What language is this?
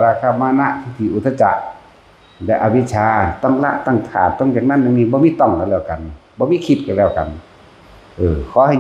Northeastern Thai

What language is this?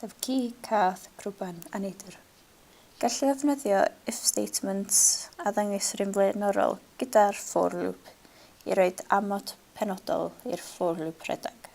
Welsh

